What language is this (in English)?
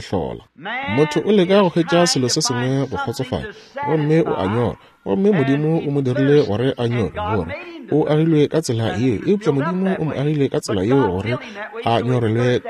Northern Sotho